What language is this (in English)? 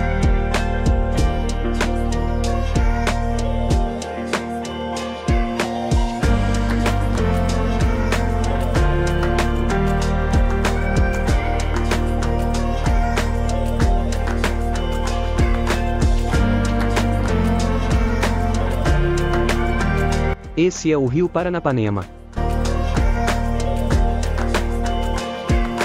Portuguese